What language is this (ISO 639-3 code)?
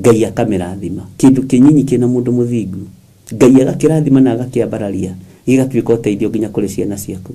kik